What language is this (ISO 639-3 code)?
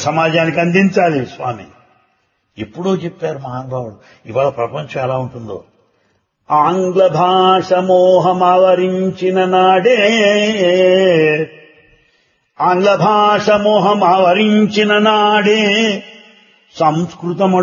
tel